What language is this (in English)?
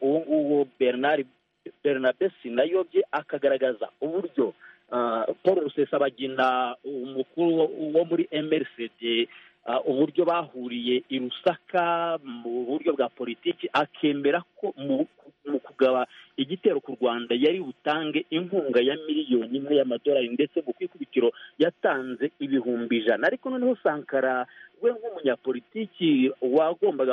Kinyarwanda